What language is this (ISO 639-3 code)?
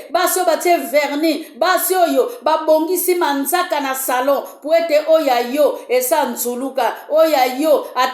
lin